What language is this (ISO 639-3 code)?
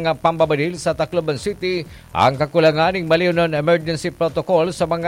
bik